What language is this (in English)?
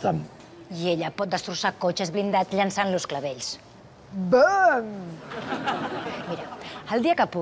Catalan